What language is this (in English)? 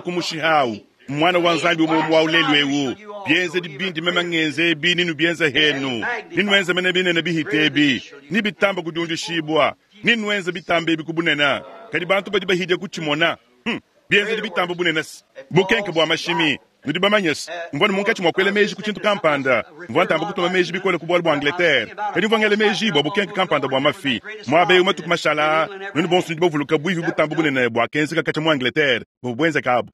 Luba-Lulua